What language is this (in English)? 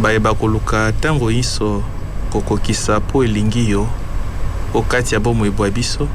Lingala